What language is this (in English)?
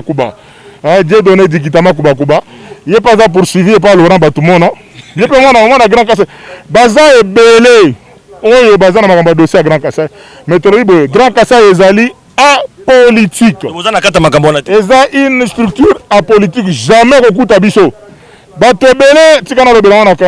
Lingala